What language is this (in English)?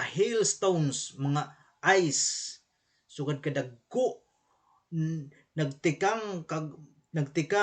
Waray